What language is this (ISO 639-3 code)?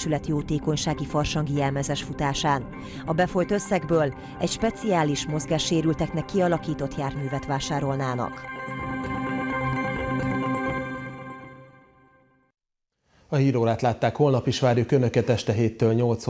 hun